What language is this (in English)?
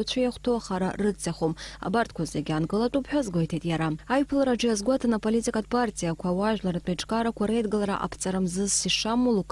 Abkhazian